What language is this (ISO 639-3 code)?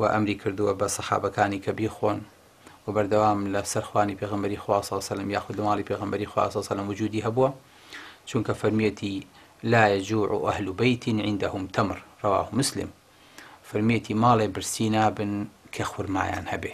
ckb